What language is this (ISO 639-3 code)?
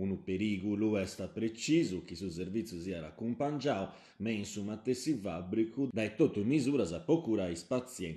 srd